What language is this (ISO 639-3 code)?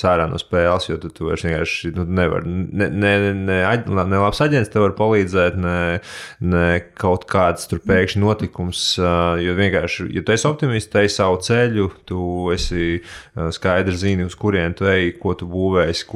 lav